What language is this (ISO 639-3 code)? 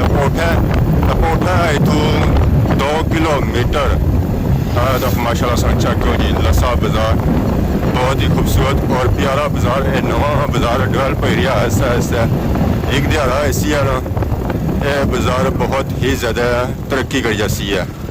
phr